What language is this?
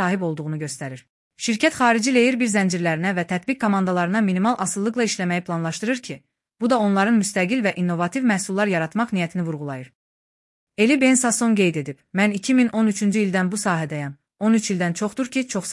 Azerbaijani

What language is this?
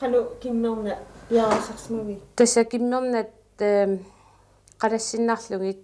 Kalaallisut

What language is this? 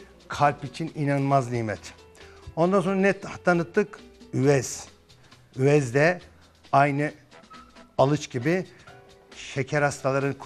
Turkish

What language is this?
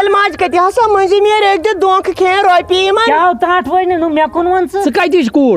Kashmiri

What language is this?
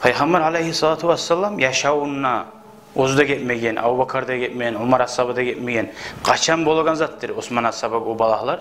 Kumyk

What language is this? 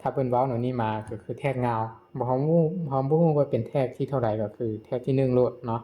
Lao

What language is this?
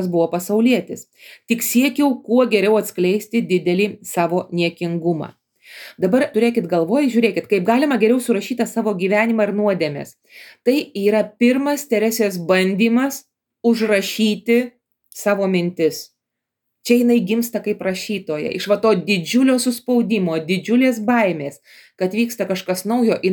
Lithuanian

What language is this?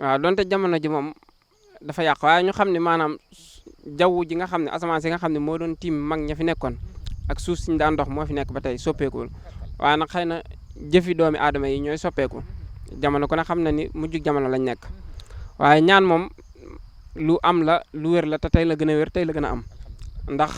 Wolof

